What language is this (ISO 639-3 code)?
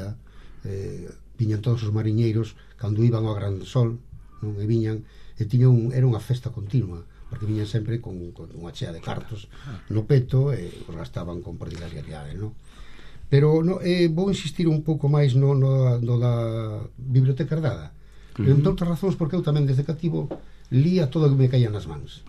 glg